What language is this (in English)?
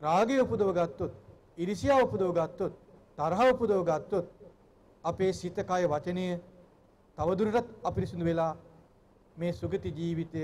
Sinhala